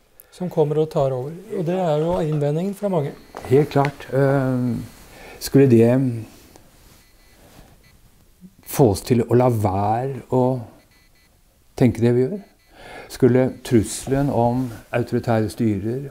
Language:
Norwegian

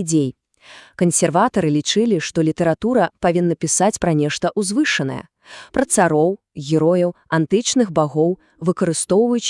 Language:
Belarusian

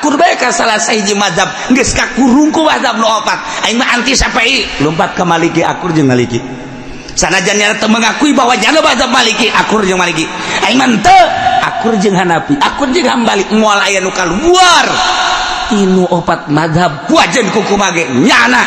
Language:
Sundanese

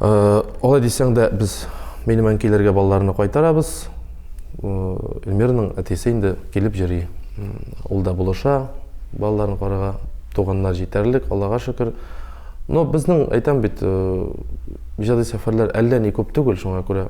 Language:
Tatar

